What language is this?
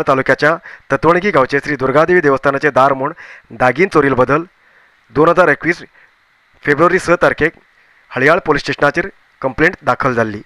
Konkani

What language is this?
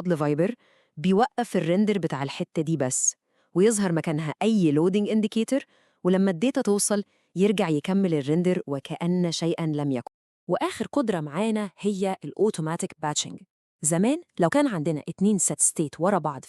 Egyptian Arabic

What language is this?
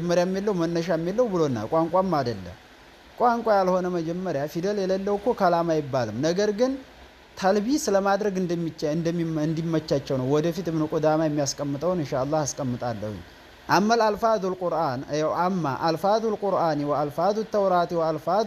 Amharic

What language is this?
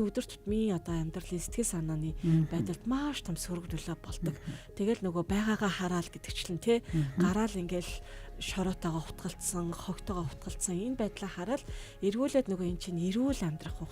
Mongolian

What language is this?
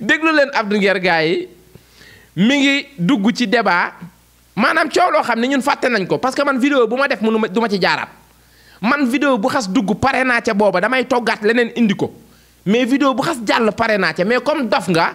Wolof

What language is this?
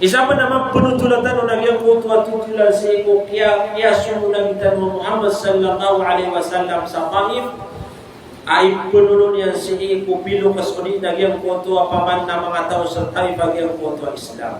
Maranao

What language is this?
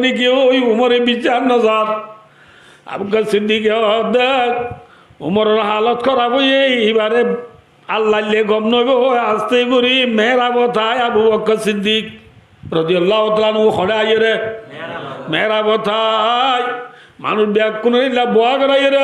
Rohingya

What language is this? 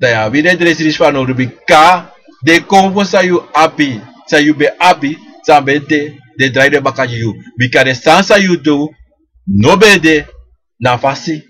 Sranan Tongo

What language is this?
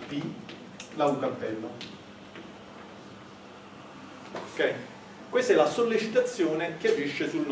Italian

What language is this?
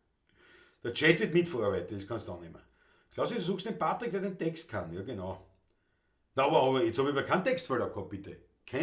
Bavarian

